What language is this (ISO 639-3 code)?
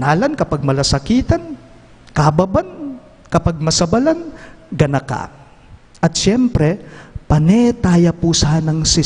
pam